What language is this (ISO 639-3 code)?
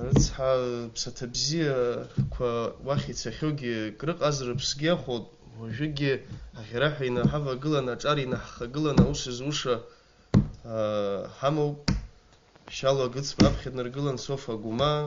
abk